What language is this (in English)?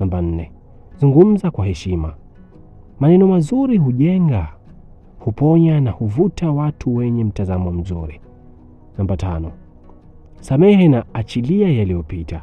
Swahili